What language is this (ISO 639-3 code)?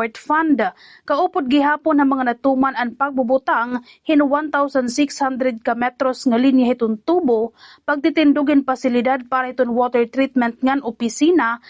war